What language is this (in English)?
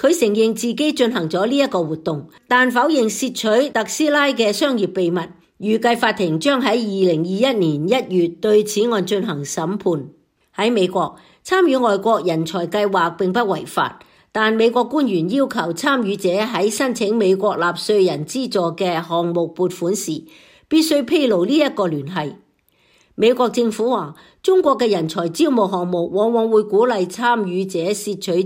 Cantonese